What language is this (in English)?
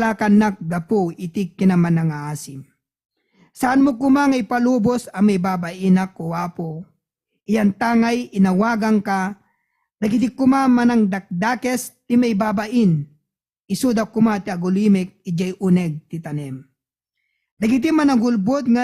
Iloko